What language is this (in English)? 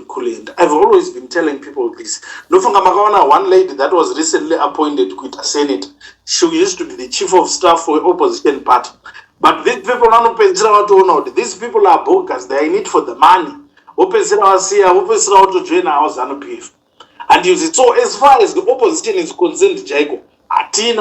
Shona